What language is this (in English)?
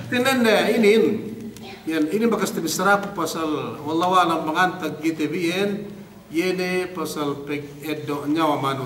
Yakan